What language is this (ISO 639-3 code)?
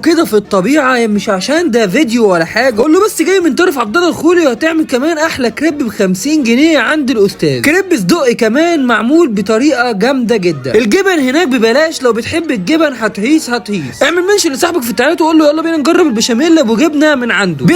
arz